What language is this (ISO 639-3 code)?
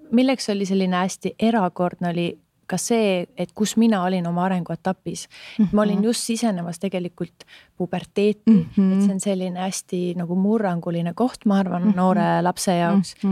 est